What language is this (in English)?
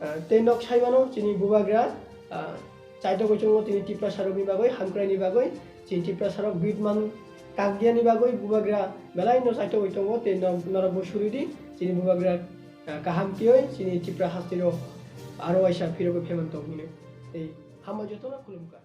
Kok Borok